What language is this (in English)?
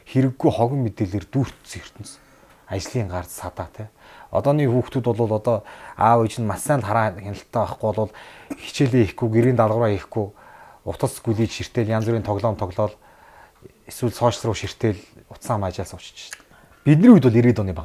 Mongolian